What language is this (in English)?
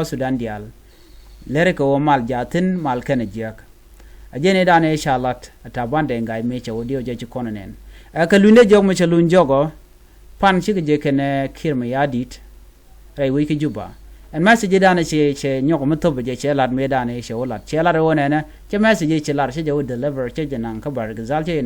Nuer